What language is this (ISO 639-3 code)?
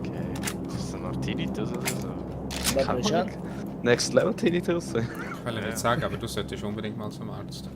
gsw